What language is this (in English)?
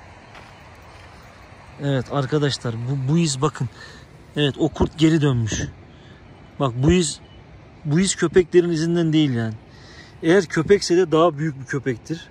Turkish